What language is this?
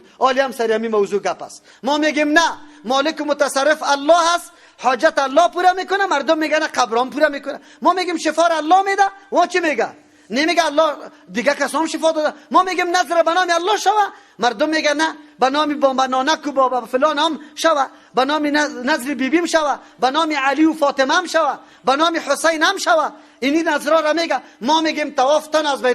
Persian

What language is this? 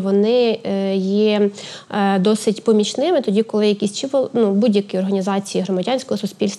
Ukrainian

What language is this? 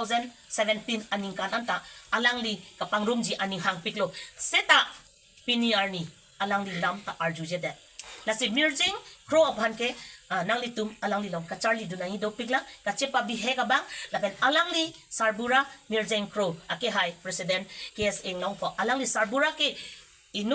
Karbi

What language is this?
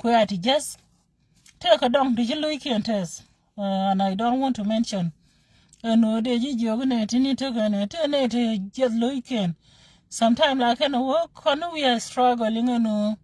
Nuer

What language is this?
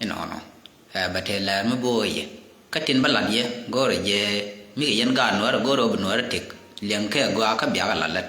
Nuer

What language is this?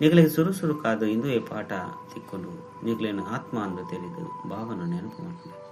Tulu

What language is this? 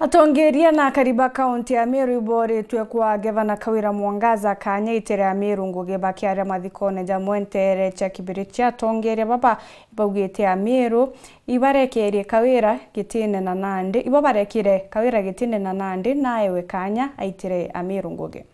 Meru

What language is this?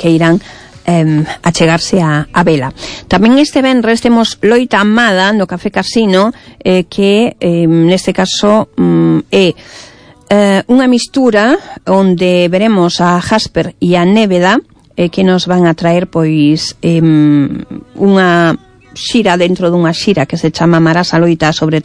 Galician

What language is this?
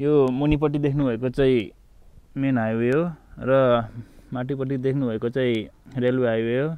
Nepali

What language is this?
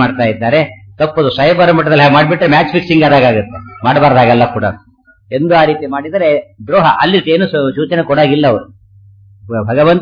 Kannada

